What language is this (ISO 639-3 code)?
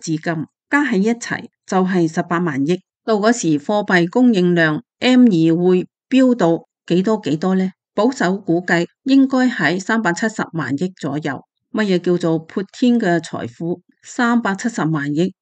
yue